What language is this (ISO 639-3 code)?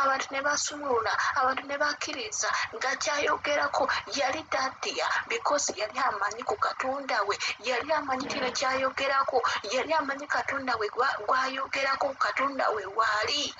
lug